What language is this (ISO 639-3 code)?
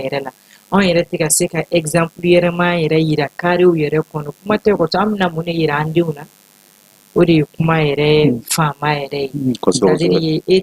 bam